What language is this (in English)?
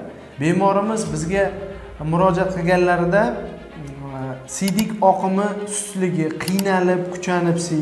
Uzbek